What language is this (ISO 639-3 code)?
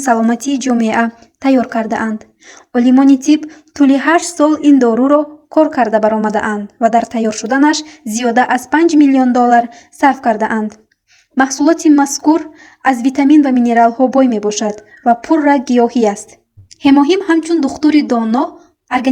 tgk